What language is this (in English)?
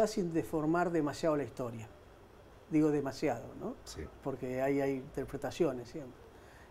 Spanish